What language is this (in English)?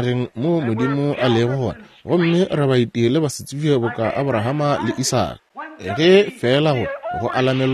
Northern Sotho